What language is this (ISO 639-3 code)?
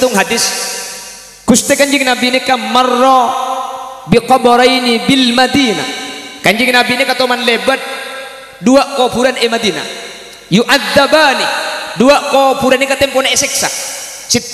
mad